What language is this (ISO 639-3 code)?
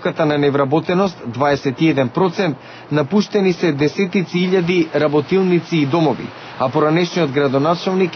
mkd